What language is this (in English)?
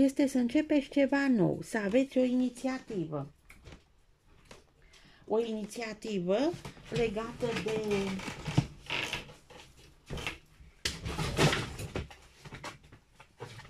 Romanian